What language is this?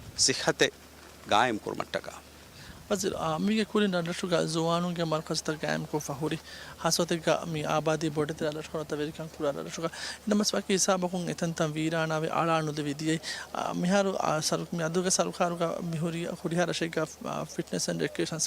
Divehi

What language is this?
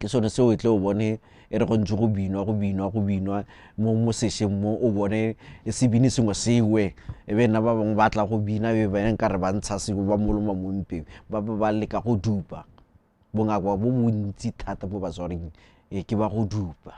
Tswana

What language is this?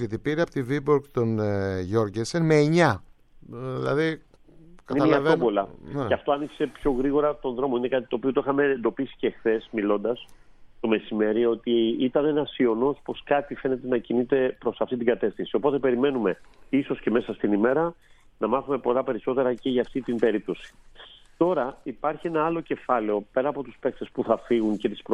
Greek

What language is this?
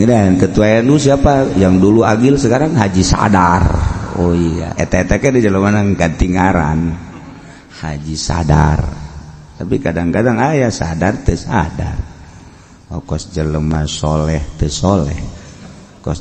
Sundanese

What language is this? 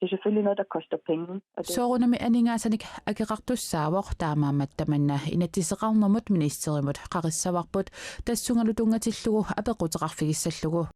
Kalaallisut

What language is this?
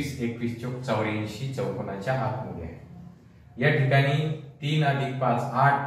Marathi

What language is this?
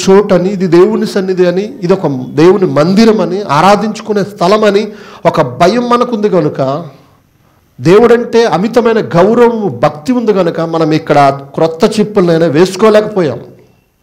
Telugu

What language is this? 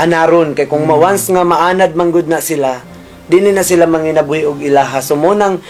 Cebuano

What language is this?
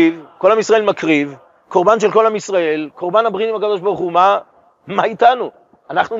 Hebrew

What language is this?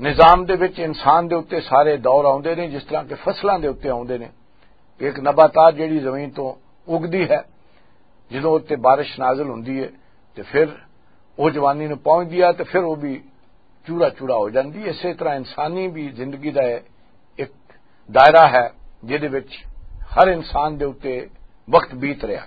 Western Panjabi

